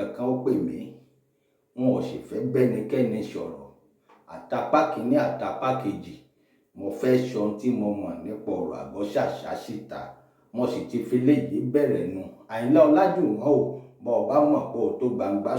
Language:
Yoruba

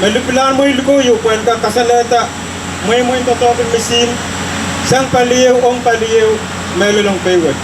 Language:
Pohnpeian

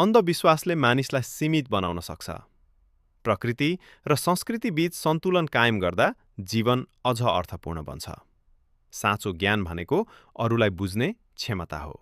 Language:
Nepali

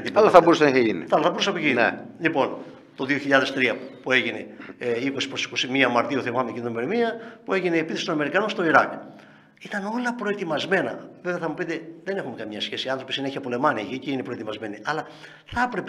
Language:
Greek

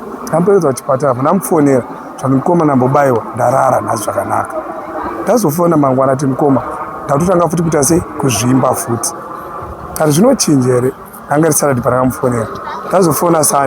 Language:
Shona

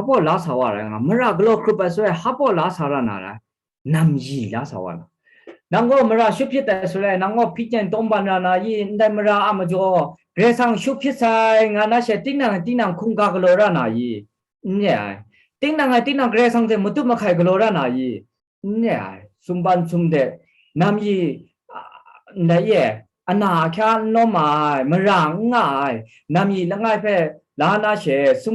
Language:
Kachin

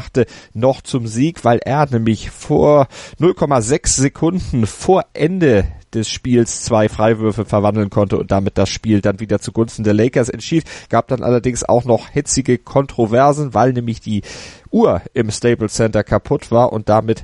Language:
German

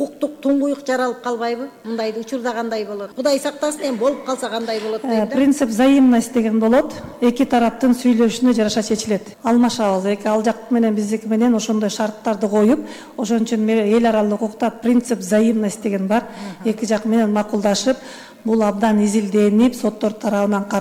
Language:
Kyrgyz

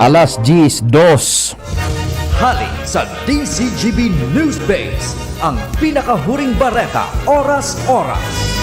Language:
Bikol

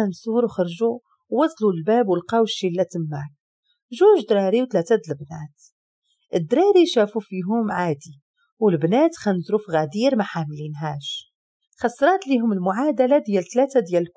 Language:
Moroccan Arabic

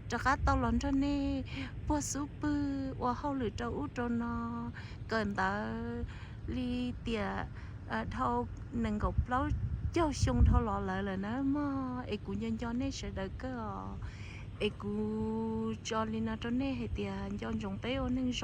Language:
Hmong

